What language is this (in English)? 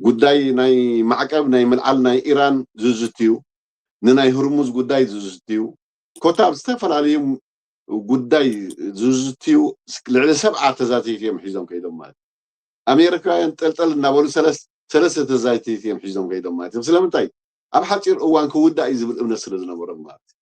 Tigrinya